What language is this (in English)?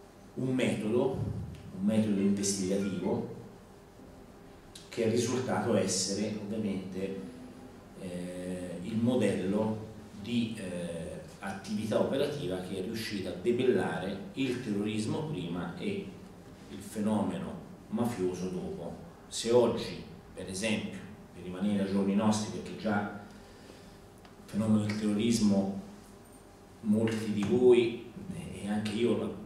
Italian